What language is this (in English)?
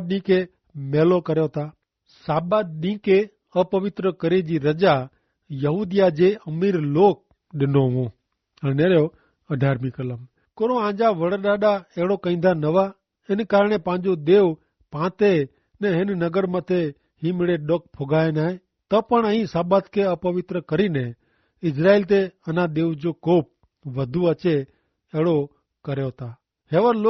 Kachhi